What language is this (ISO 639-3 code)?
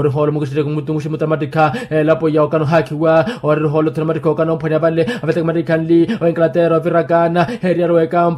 vmw